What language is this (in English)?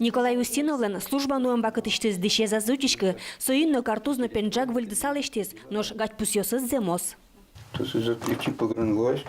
Udmurt